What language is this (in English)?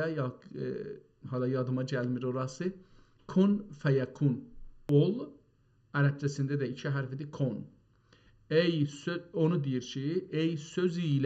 South Azerbaijani